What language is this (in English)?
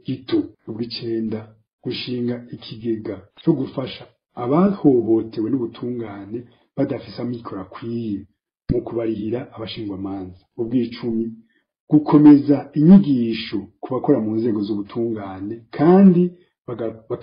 Rundi